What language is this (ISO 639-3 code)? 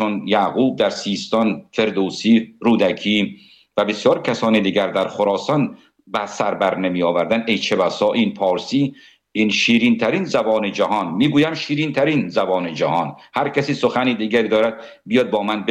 fas